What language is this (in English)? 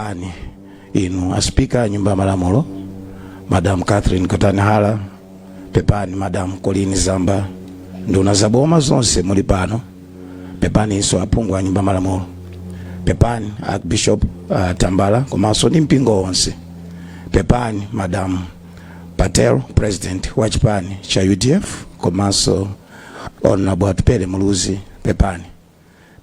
Nyanja